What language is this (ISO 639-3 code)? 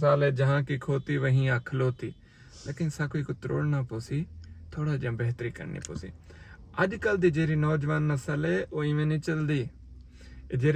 skr